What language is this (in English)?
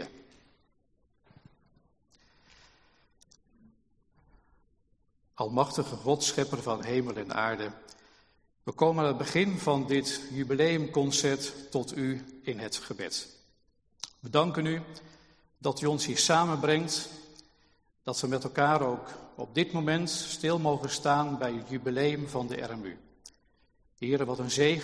Dutch